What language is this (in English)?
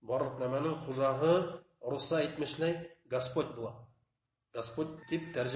Bashkir